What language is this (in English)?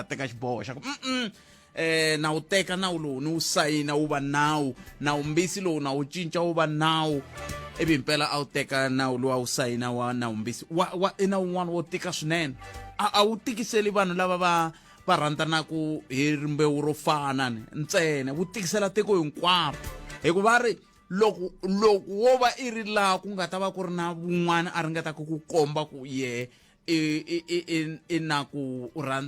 Tsonga